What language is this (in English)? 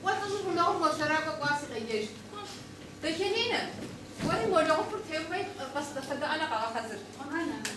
Kabardian